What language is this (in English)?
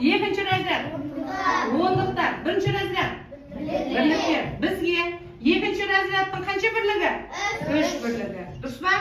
Kazakh